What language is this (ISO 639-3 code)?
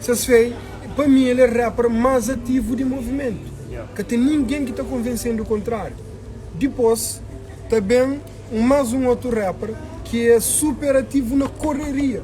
kea